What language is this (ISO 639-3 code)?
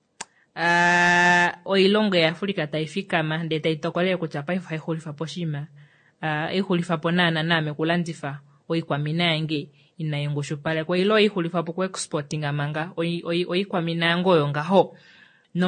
kua